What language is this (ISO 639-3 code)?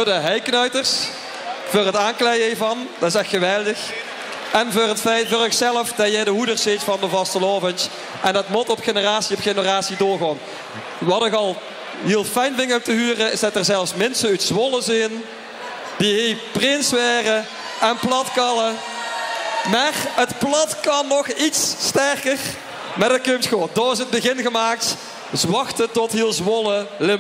nld